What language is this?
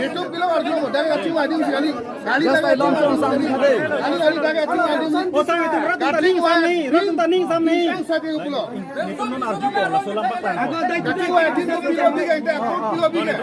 Karbi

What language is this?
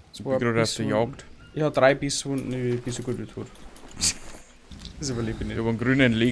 Bavarian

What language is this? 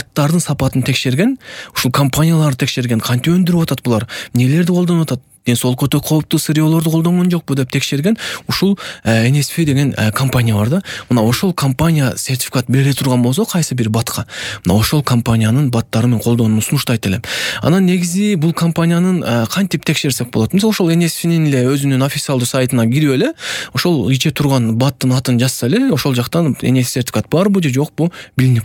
Kyrgyz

